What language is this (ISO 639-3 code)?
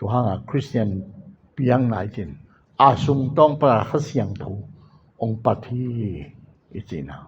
ctd